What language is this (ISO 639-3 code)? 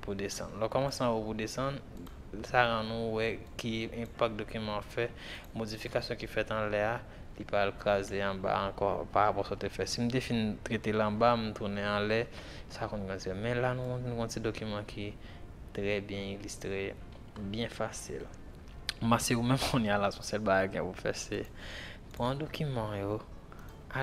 hat